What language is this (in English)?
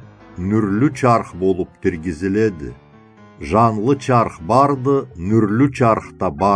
Karachay-Balkar